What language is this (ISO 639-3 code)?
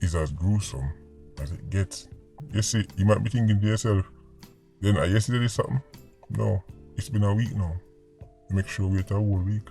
jam